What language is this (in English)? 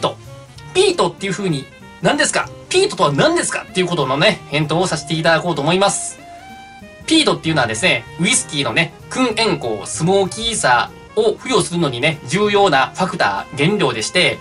Japanese